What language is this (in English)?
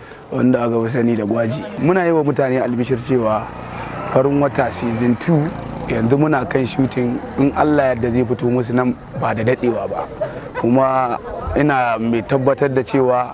Hausa